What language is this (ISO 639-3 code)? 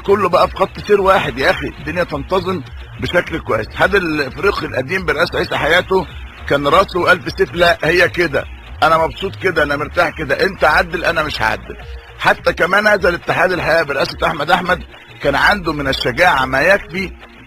arz